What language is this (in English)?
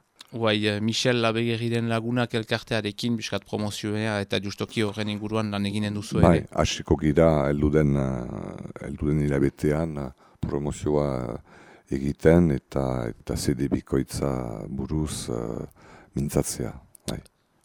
Basque